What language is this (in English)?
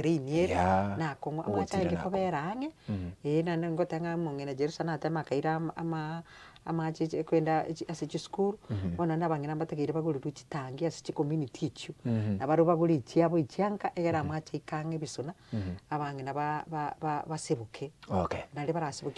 Gusii